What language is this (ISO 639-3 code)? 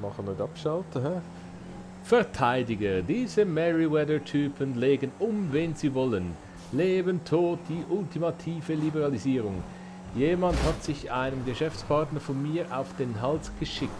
gsw